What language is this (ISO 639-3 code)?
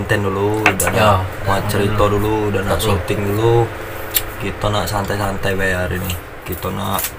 mui